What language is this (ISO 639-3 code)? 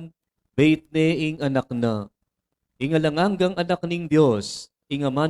pam